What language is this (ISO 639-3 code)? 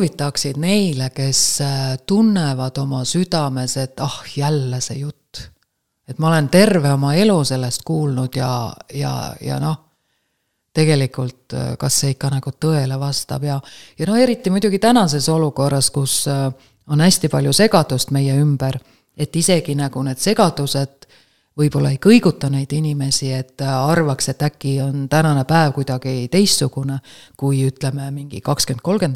est